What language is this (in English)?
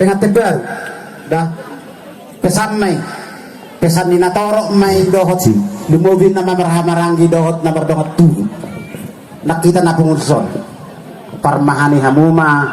Batak Toba